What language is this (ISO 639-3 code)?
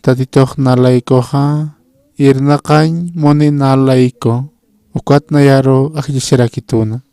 aym